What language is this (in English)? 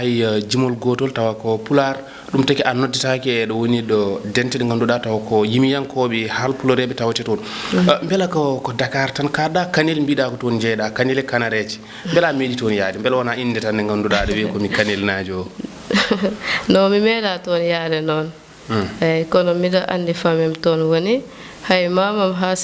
Fula